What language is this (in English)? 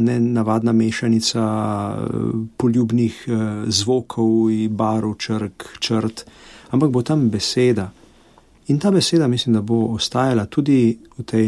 Slovenian